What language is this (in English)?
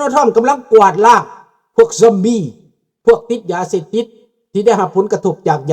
Lao